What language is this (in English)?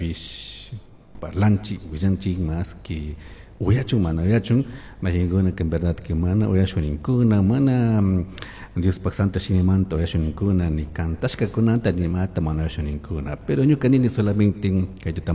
Chimborazo Highland Quichua